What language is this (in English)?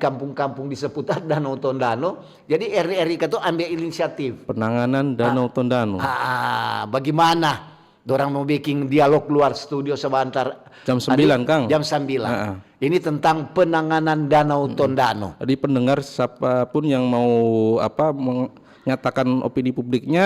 Manado Malay